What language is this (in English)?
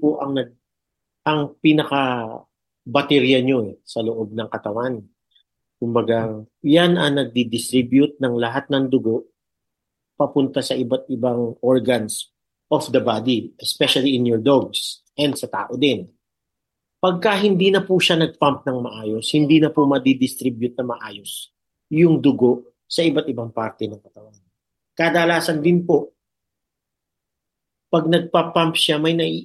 Filipino